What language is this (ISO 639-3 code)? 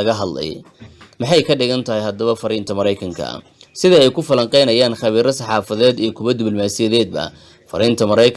som